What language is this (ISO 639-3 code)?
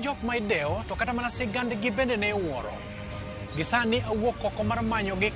luo